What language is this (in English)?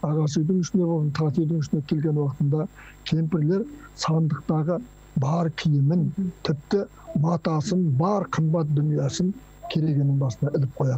Kazakh